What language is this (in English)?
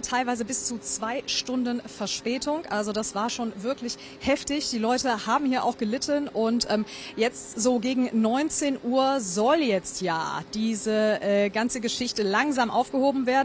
German